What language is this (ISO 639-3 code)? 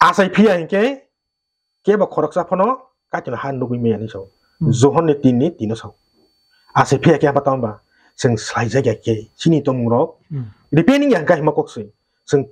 trp